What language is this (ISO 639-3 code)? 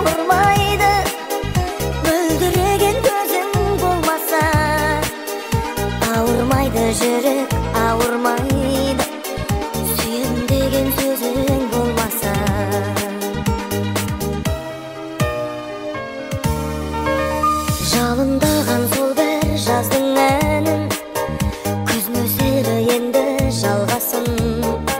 kaz